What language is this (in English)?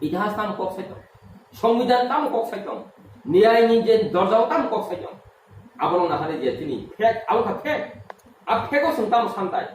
Kok Borok